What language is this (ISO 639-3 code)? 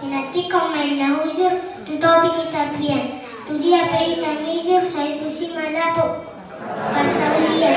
bbc